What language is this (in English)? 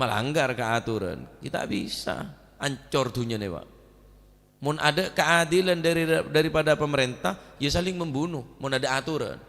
Madurese